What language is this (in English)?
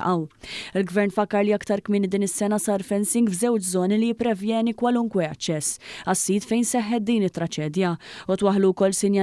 Maltese